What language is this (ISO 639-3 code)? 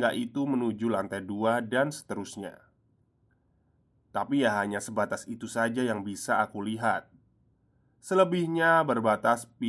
ind